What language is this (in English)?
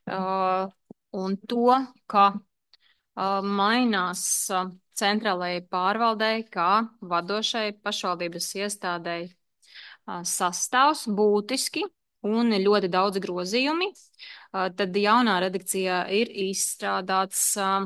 Latvian